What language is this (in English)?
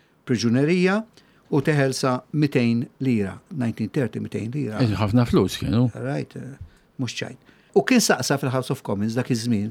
Maltese